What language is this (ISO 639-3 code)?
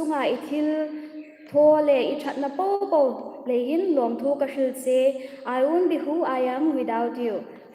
hmr